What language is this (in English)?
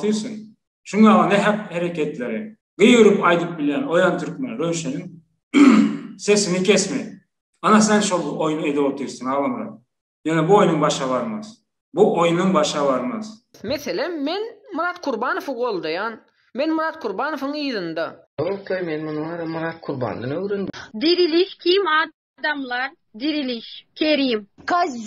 Turkmen